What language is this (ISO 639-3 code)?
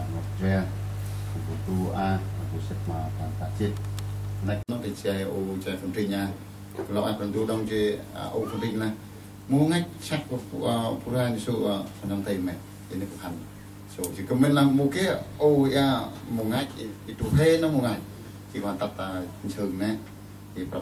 cmo